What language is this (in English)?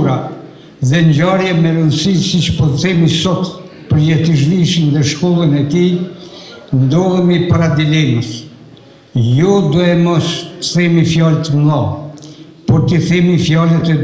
Albanian